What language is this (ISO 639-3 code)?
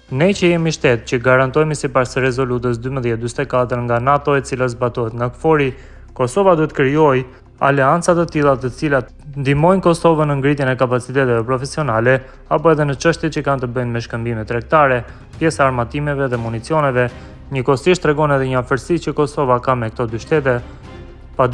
sqi